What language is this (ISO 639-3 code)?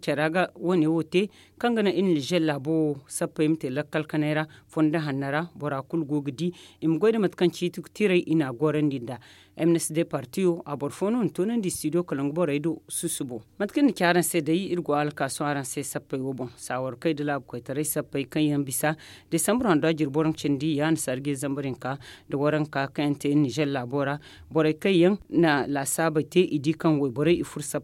dje